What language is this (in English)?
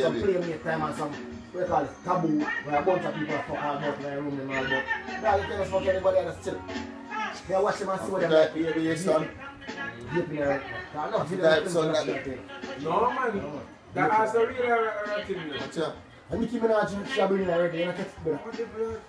Jamaican Creole English